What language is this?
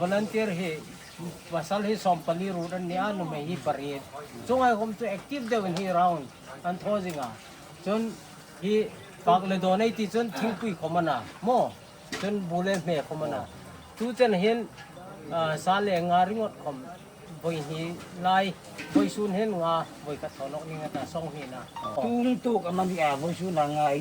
Hmar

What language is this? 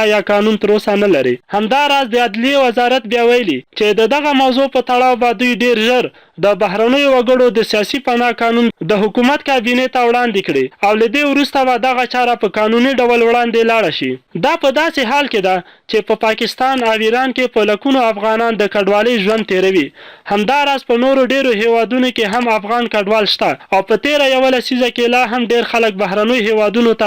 Pashto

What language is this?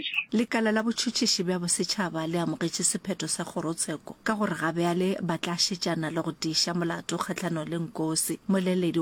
Northern Sotho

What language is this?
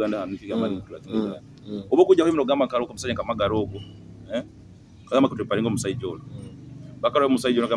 Nyoro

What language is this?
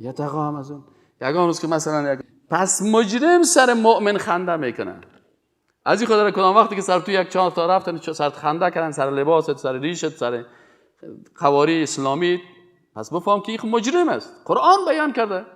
Persian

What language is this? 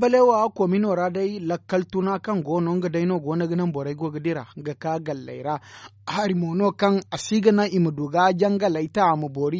Zarma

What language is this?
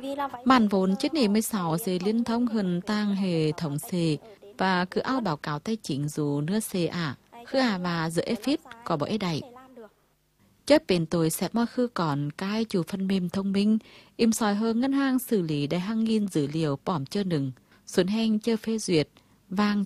Vietnamese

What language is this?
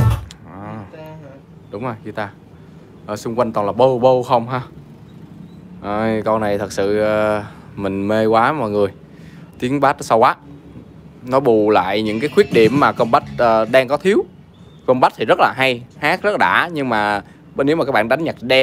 Vietnamese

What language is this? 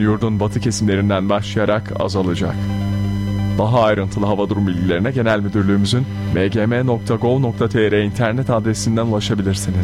Turkish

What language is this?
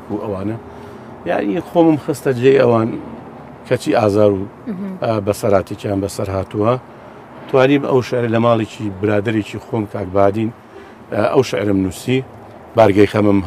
Central Kurdish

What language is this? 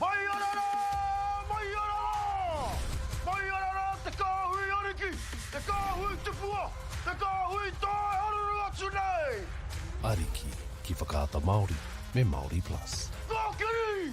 Māori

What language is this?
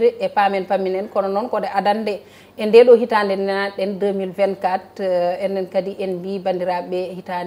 Fula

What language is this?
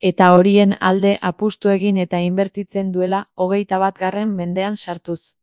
Basque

